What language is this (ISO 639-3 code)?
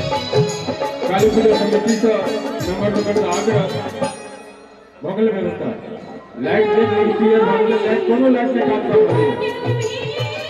mai